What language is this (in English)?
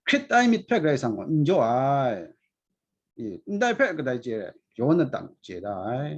Kachin